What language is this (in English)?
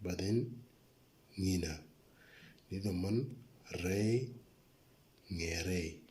Moro